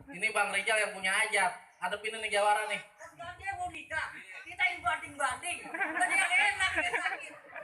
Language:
Betawi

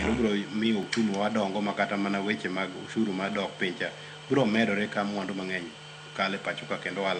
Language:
Luo (Kenya and Tanzania)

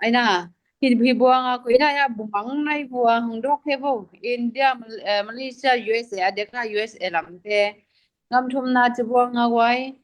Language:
Tedim Chin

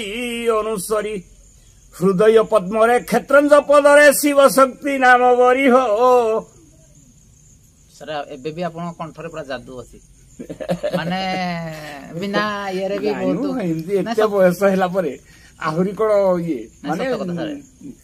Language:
Odia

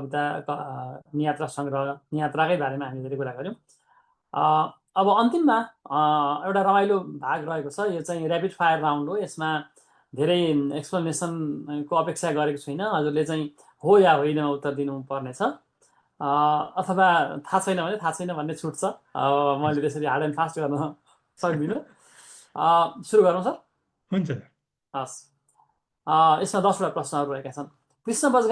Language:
Nepali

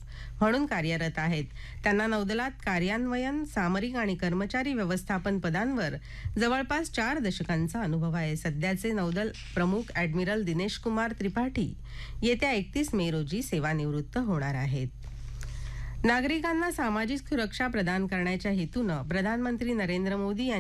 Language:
Marathi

